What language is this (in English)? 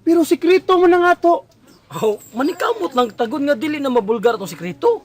Cebuano